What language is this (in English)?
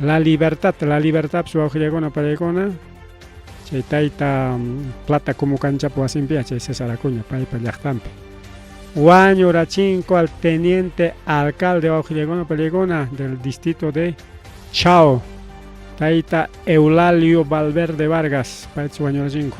Ayacucho Quechua